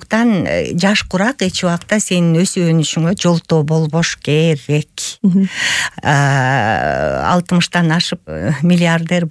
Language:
Kyrgyz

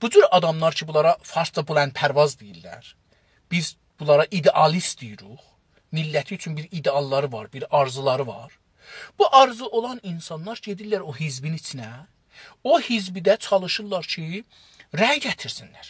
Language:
South Azerbaijani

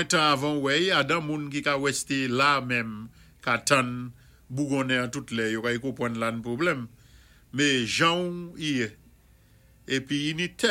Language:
Saint Lucian Creole French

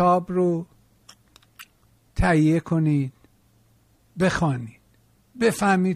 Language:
Persian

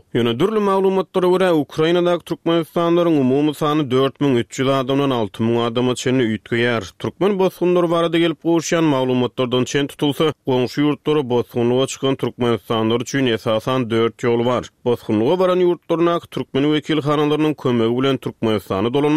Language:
Turkmen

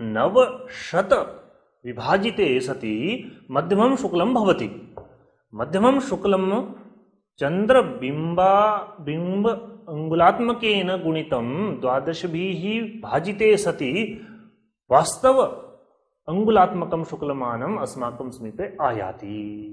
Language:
Sanskrit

